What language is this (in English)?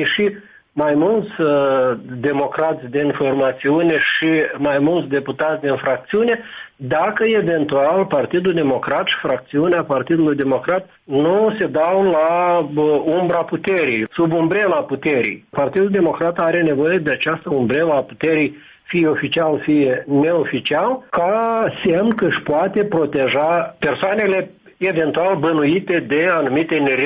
Romanian